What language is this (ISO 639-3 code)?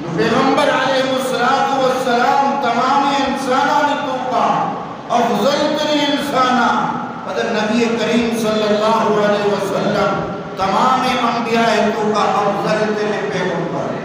bgp